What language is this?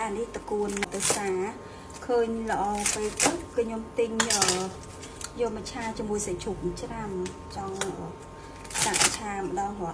Khmer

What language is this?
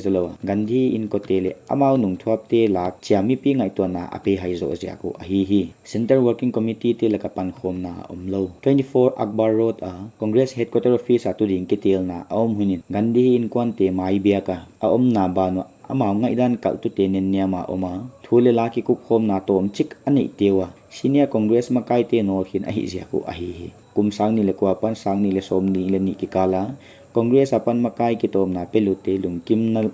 Paite Chin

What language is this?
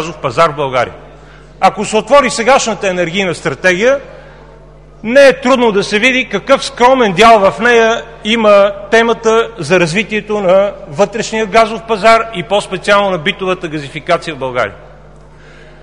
Bulgarian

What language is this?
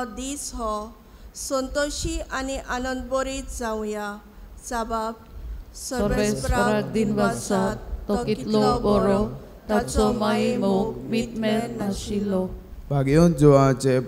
Konkani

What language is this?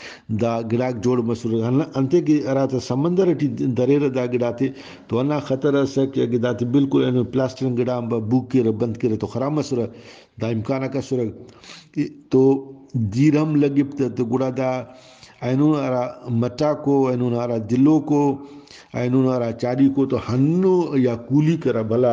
Brahui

